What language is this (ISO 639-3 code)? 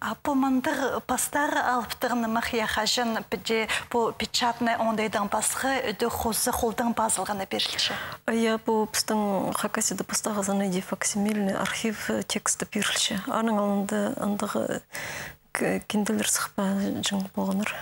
kjh